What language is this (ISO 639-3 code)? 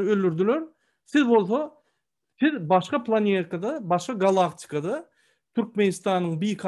tuk